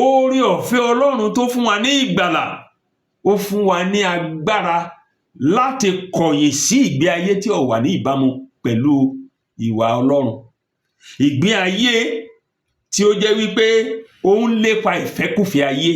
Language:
Yoruba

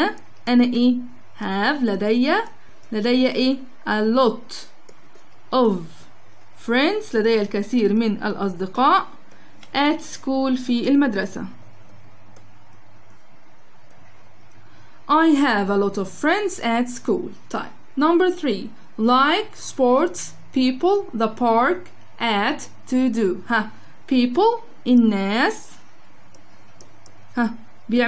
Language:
Egyptian Arabic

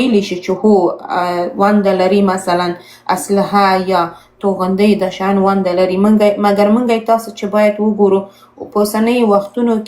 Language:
Pashto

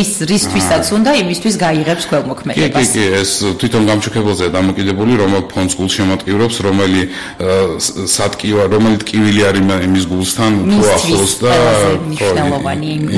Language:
Georgian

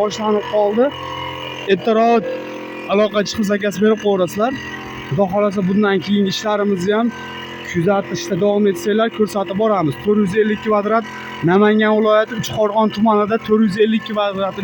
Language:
Uzbek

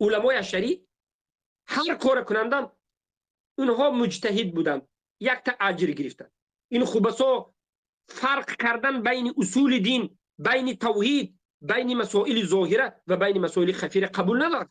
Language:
Tajik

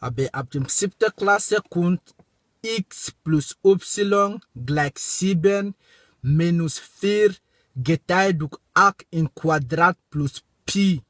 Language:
Swiss German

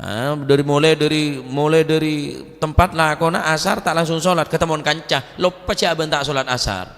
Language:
Madurese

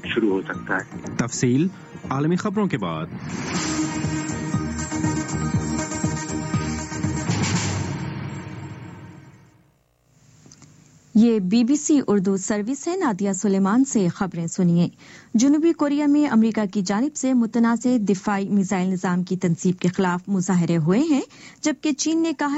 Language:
Urdu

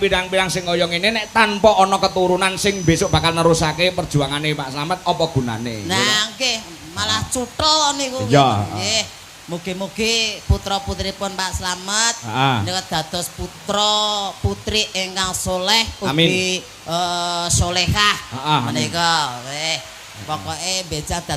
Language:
Javanese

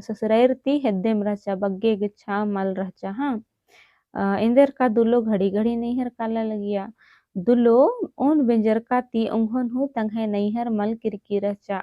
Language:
Kurukh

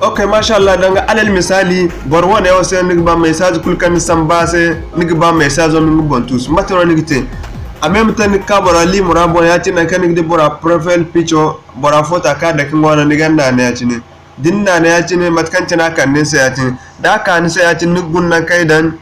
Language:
Zarma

